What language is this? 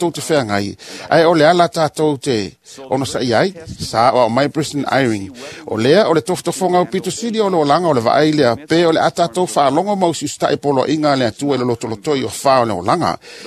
Samoan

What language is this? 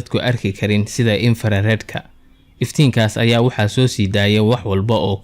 Somali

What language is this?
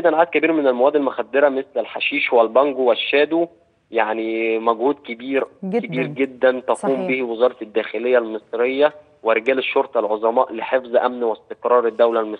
Egyptian Arabic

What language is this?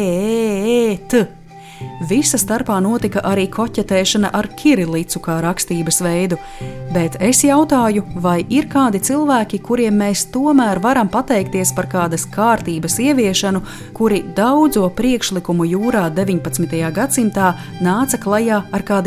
Latvian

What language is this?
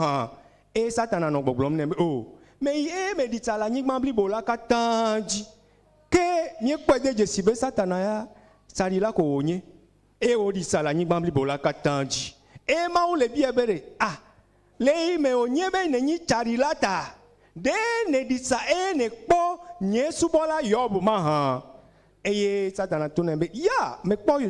Ewe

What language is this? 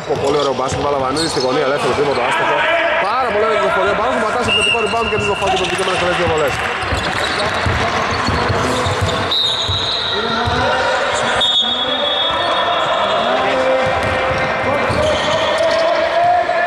Greek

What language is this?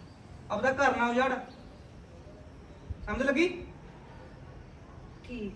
Punjabi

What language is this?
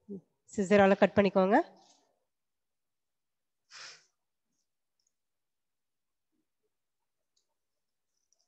Tamil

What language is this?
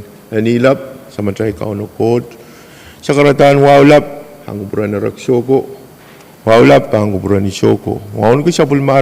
Pohnpeian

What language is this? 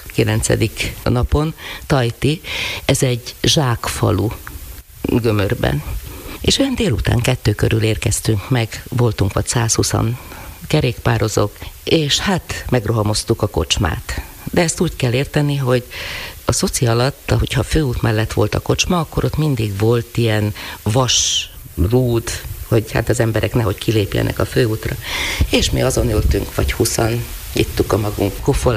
Hungarian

